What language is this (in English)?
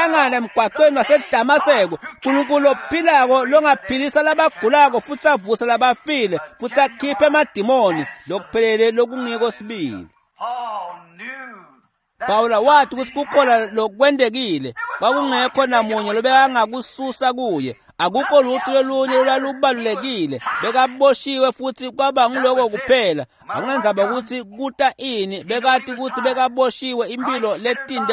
Swati